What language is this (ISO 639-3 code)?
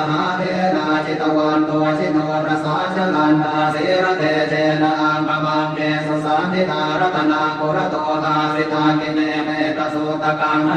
pli